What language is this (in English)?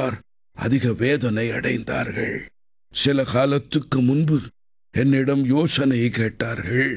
Tamil